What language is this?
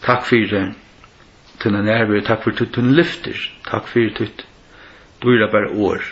Faroese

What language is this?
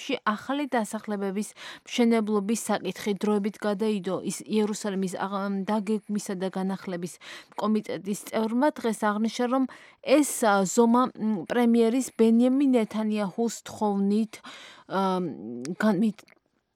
Georgian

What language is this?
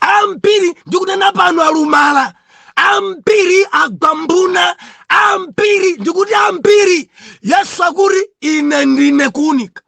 Nyanja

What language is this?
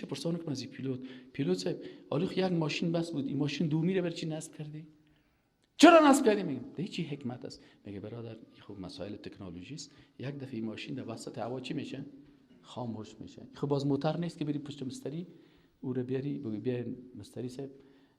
Persian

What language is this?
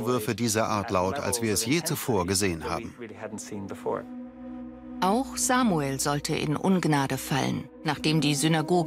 German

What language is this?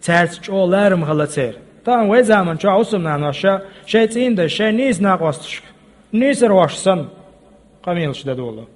Chechen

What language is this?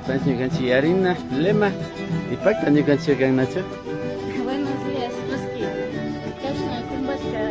Imbabura Highland Quichua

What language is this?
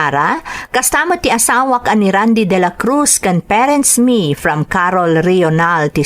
Iloko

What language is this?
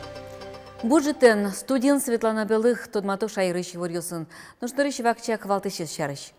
Udmurt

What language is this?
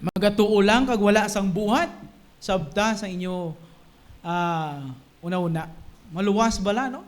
Hiligaynon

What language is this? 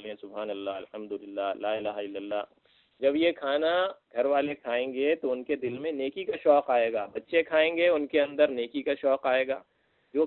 Urdu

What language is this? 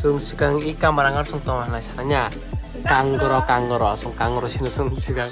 Kok Borok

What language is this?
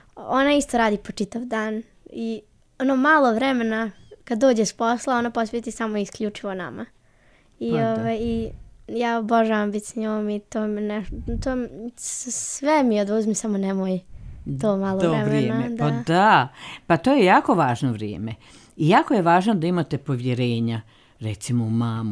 Croatian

